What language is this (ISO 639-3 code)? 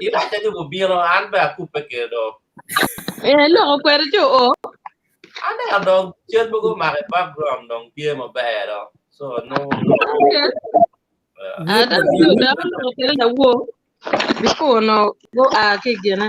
ach